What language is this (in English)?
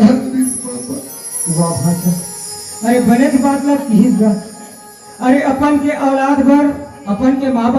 Chhattisgarhi